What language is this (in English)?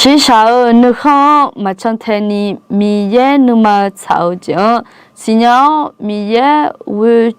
Akha